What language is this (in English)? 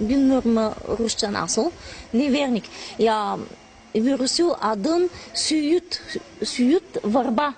Gagauz